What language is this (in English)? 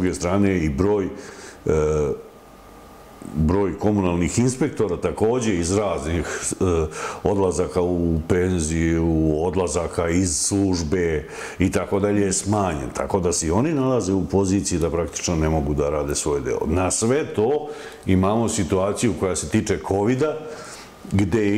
Serbian